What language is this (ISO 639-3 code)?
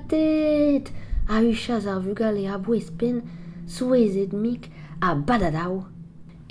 bre